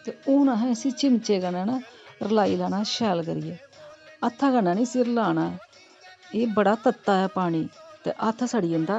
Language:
Dogri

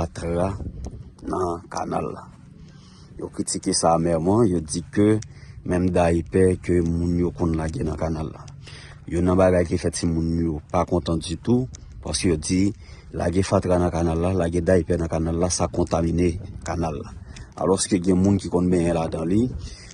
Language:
Haitian Creole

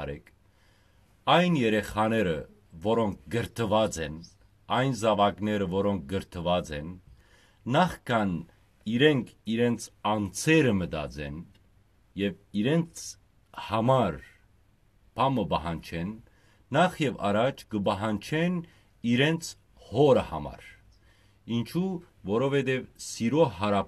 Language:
Western Armenian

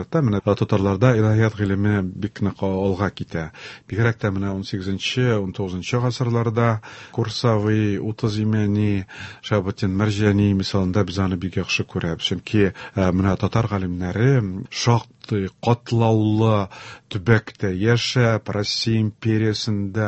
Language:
Tatar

